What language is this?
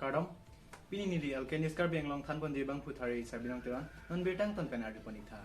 Karbi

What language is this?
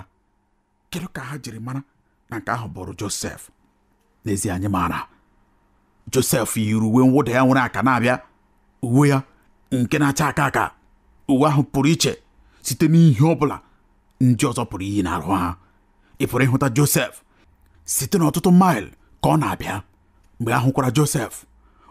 Igbo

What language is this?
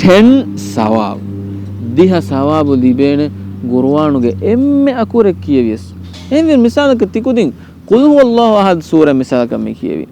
Divehi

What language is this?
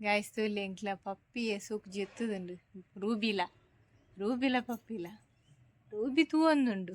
Tulu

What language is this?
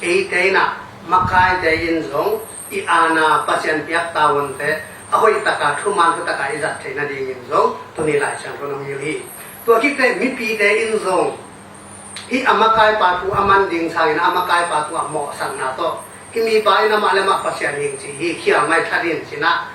Tedim Chin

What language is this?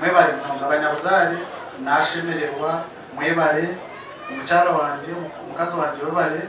Nyankole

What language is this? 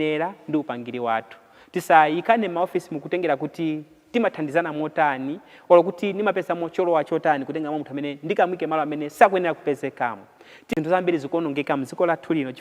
Nyanja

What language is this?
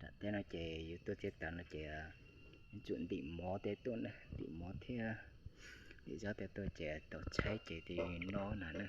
Hmong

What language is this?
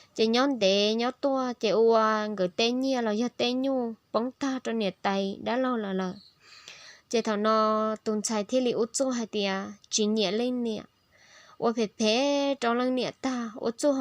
Hmong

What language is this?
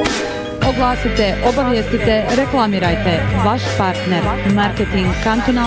Bosnian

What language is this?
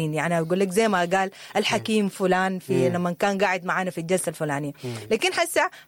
Sudanese Arabic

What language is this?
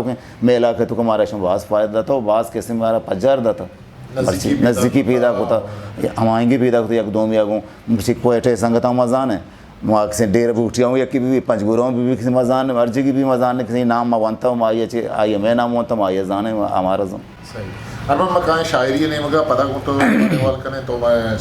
Eastern Balochi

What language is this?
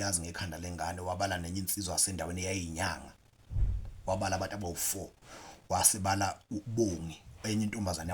Zulu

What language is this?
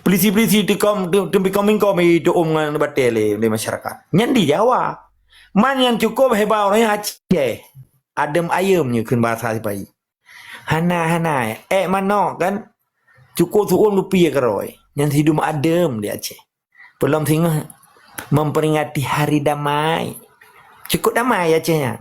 Achinese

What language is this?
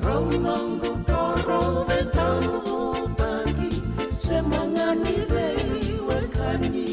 Fijian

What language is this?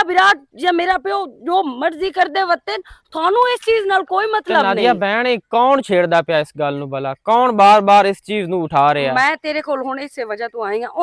Western Panjabi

